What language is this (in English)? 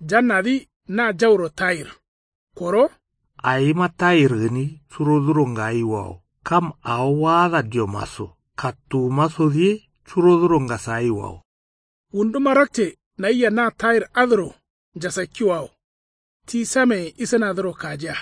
Kanuri